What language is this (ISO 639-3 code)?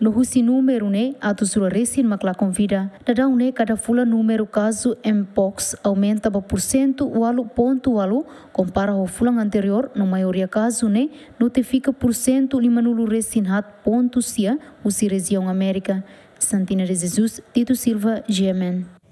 tet